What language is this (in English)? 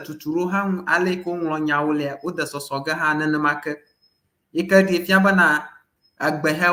Ewe